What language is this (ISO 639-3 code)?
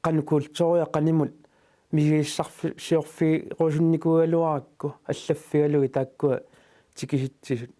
kal